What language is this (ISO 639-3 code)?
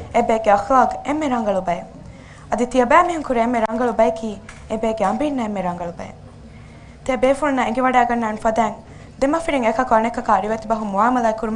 div